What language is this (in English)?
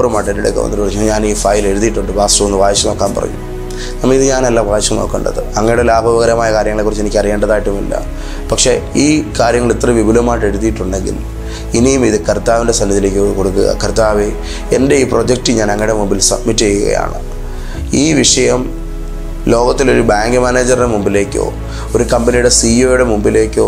Malayalam